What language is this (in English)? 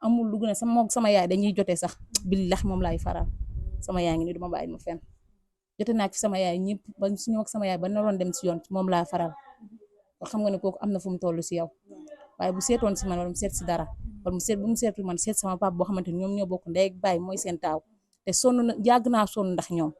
Wolof